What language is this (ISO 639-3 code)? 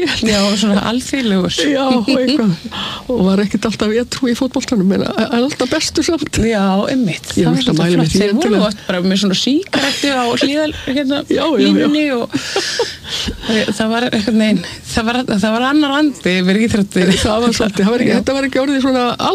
isl